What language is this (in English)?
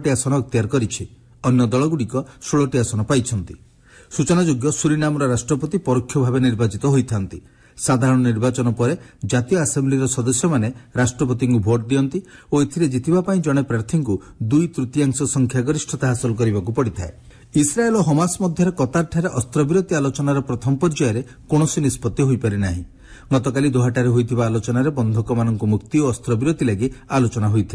Odia